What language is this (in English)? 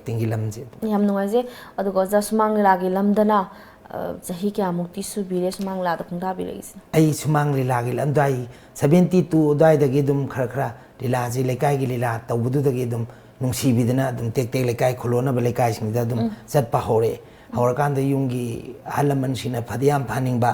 Manipuri